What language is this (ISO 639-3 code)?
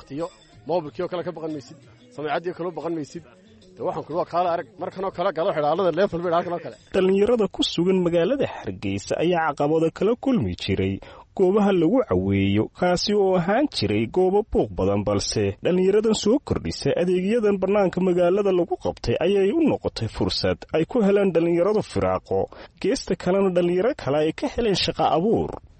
som